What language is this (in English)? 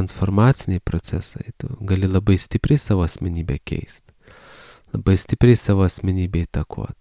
Lithuanian